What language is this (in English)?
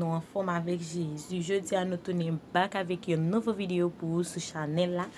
Haitian Creole